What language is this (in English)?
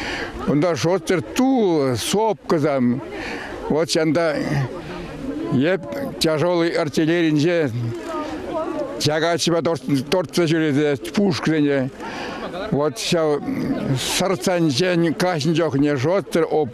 Chuvash